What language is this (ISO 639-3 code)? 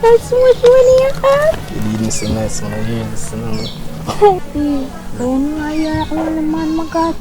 jam